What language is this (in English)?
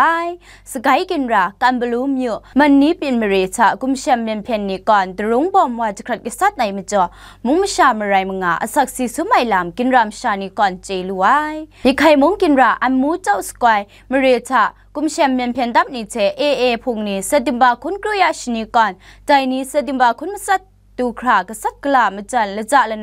Kachin